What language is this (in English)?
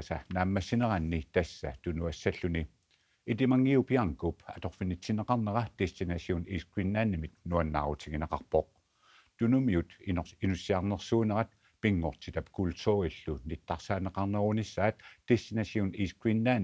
Kalaallisut